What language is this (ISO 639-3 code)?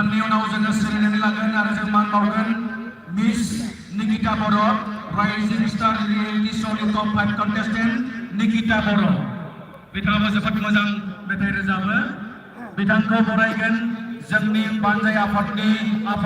brx